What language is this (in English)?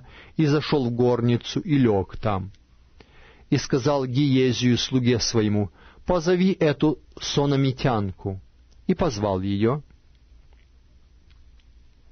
Russian